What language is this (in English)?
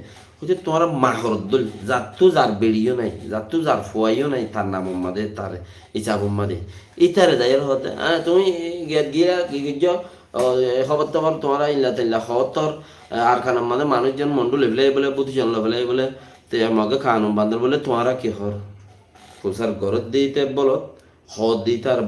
Rohingya